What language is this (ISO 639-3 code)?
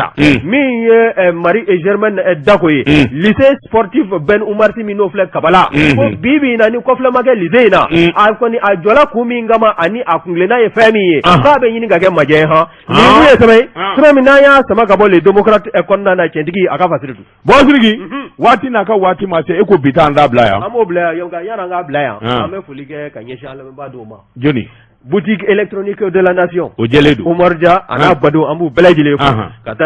bam